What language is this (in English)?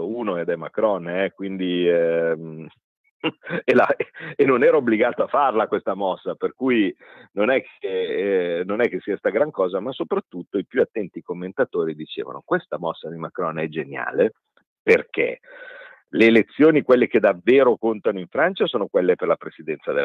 Italian